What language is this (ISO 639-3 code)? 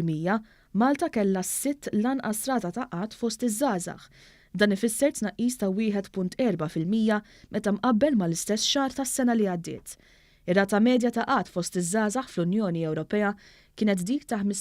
mlt